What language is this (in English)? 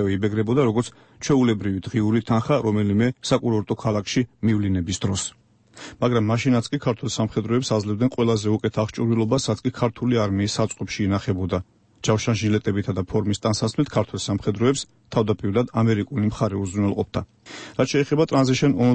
Georgian